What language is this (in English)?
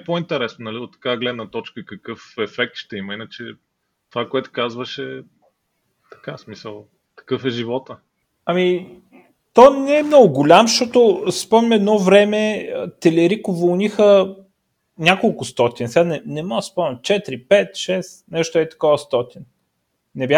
Bulgarian